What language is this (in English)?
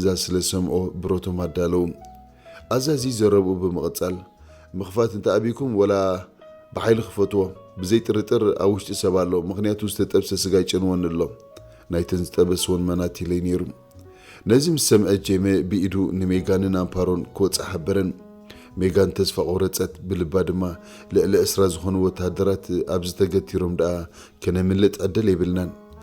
Tigrinya